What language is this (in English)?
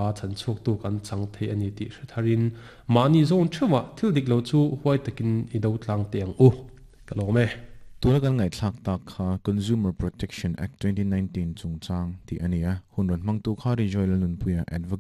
Mizo